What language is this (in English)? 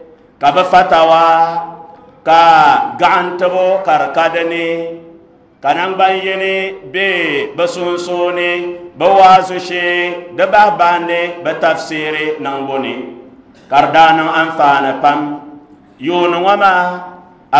Dagbani